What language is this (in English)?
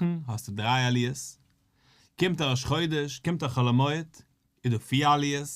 Yiddish